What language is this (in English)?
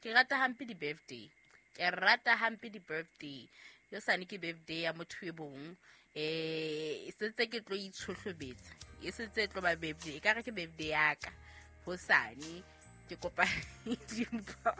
Southern Sotho